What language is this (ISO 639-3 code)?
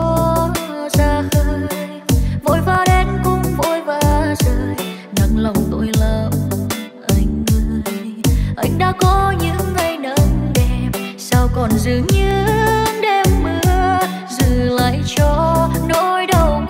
vie